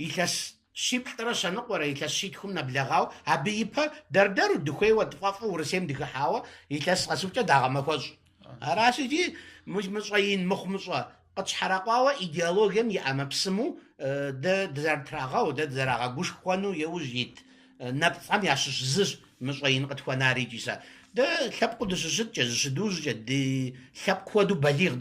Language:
Kabardian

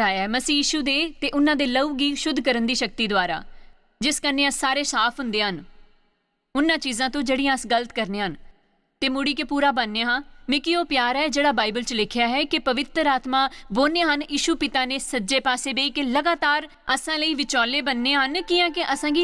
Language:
Dogri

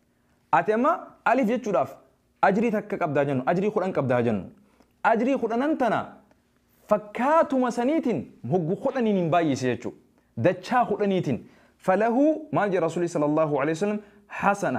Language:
Oromo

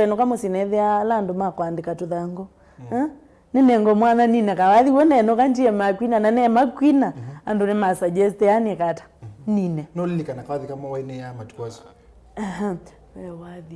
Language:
Kamba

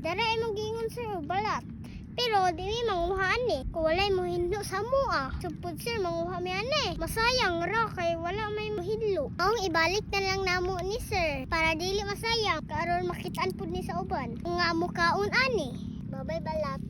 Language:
Cebuano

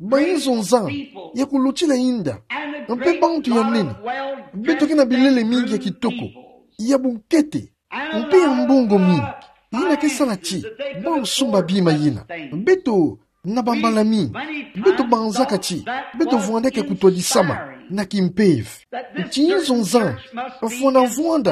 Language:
Kituba (Democratic Republic of Congo)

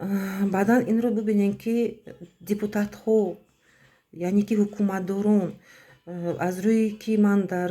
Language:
Tajik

